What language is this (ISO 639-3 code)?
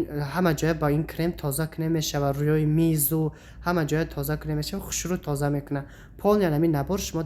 tgk